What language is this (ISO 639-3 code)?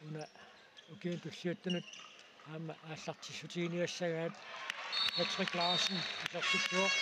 kal